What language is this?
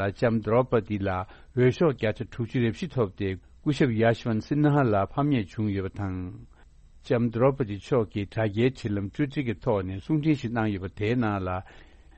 Tibetan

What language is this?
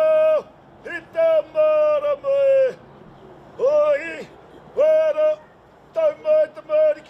Māori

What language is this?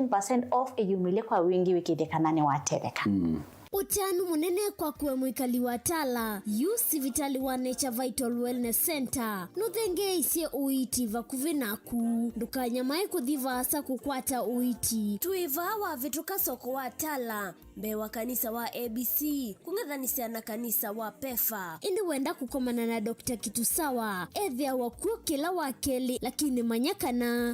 Kamba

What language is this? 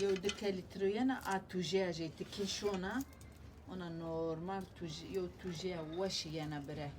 Zaza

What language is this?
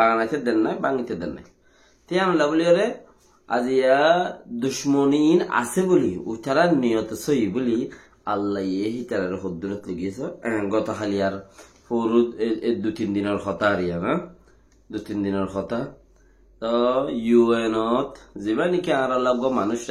Rohingya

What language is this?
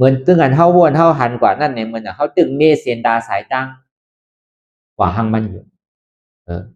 Shan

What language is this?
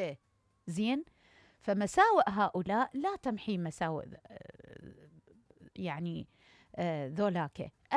Mesopotamian Arabic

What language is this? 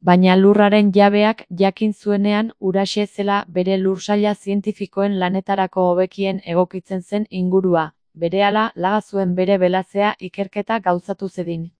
Basque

